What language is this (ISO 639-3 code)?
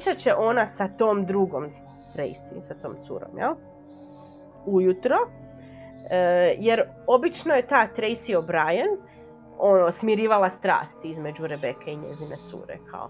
hrv